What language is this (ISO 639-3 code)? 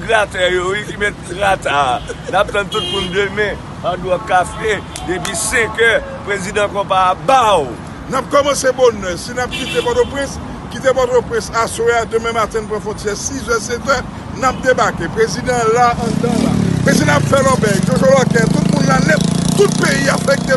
hat